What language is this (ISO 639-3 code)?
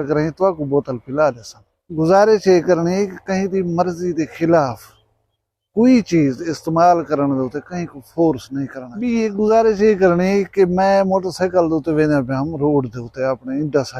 skr